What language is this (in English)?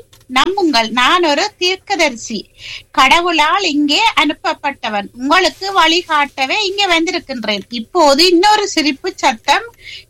Tamil